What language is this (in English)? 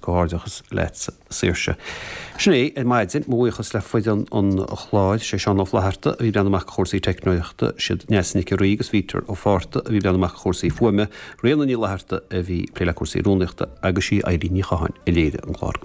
Irish